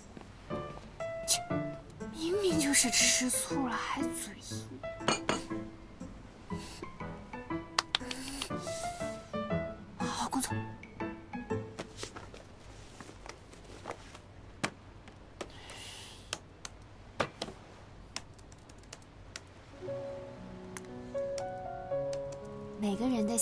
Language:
Chinese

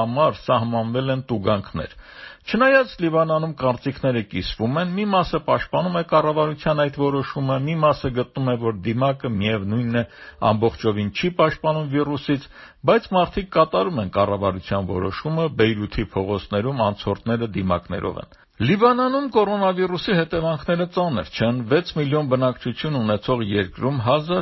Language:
Armenian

